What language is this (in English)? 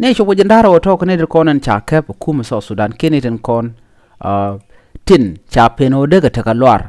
Nuer